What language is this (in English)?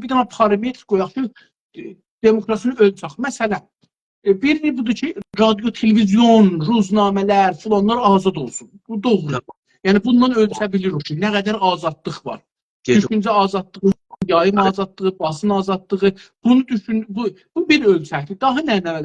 South Azerbaijani